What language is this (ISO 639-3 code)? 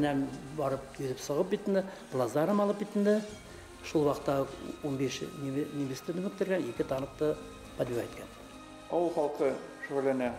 bak